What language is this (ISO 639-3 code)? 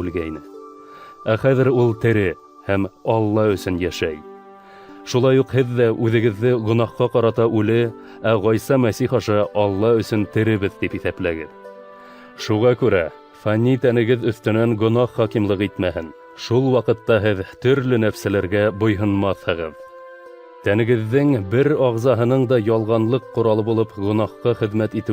bak